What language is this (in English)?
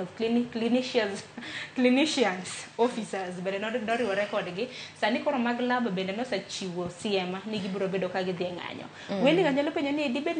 Luo (Kenya and Tanzania)